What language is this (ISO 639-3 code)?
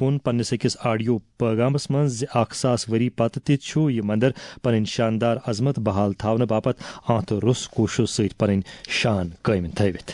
kas